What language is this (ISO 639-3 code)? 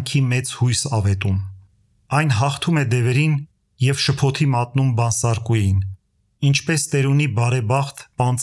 hye